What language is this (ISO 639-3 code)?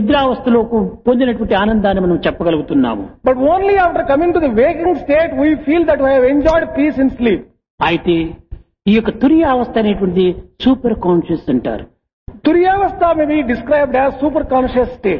tel